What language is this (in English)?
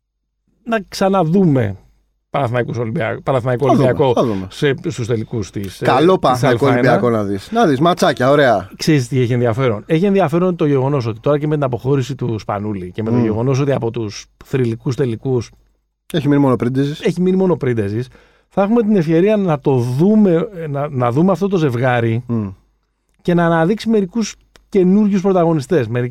Greek